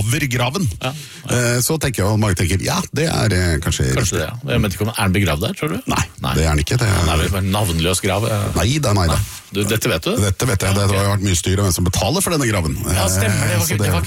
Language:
Norwegian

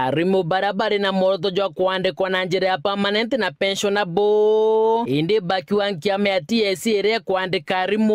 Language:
Meru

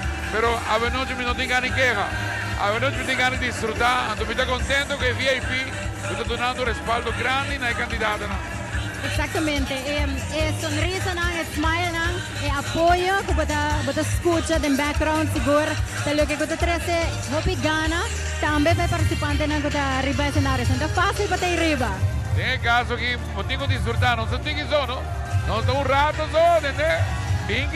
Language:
Papiamento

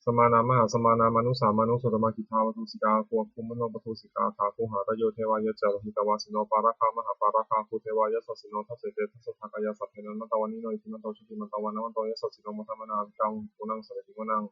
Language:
Pali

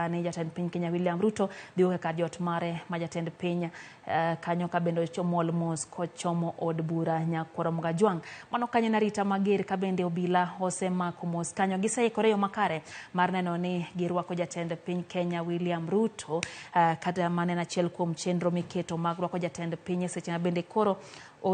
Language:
Luo (Kenya and Tanzania)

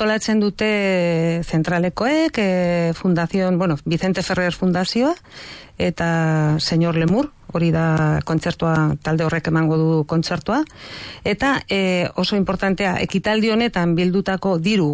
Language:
Basque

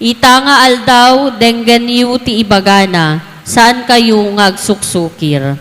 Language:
Iloko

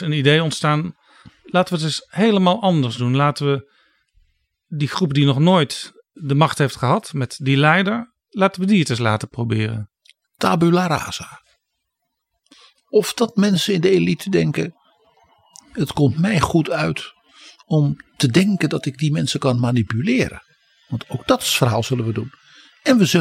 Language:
Dutch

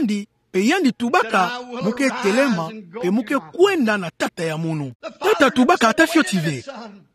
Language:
Kituba (Democratic Republic of Congo)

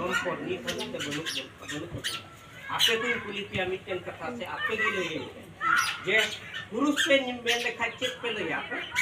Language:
Santali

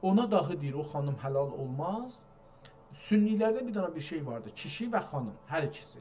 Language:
South Azerbaijani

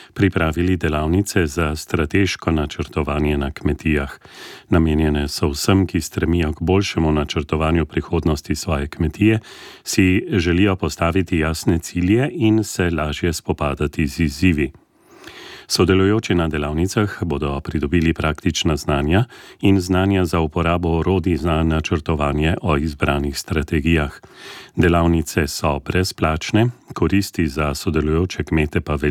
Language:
Slovenian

